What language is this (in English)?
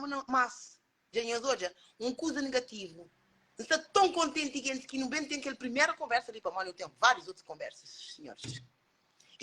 Kabuverdianu